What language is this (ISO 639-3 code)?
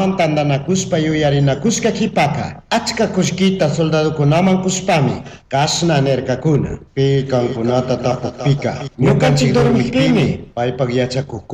qug